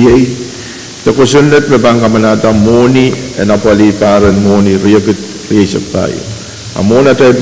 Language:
Pohnpeian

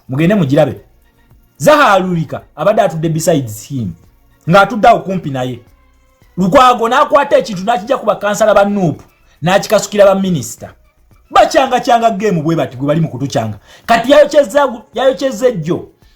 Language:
Ganda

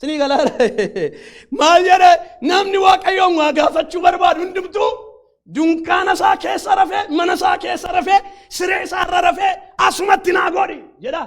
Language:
Oromo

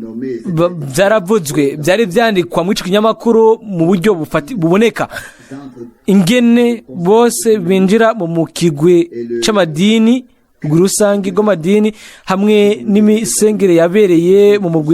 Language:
Rundi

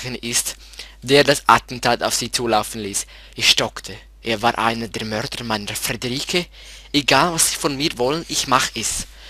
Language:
Swiss German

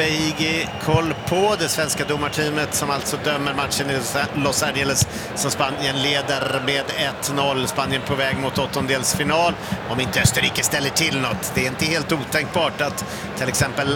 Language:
Swedish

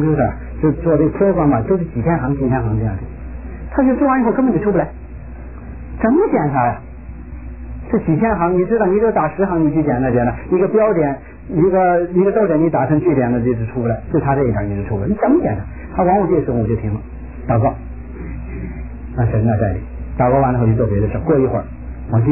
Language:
Chinese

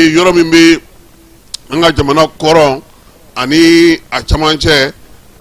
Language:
Bambara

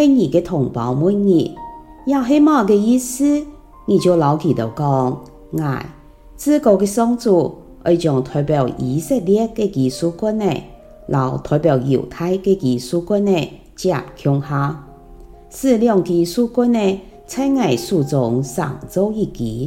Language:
Hakka Chinese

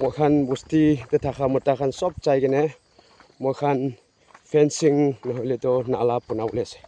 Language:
Naga Pidgin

